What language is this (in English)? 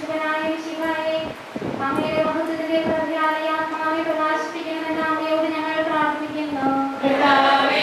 Malayalam